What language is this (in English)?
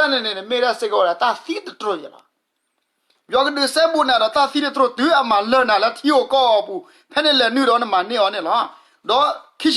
S'gaw Karen